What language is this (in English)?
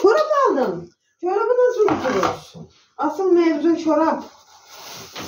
Turkish